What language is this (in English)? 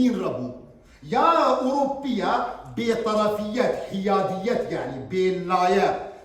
Kurdish